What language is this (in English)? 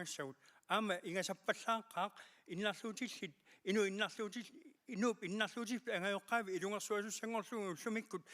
Kalaallisut